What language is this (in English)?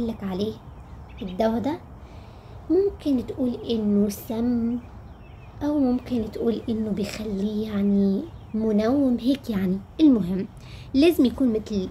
Egyptian Arabic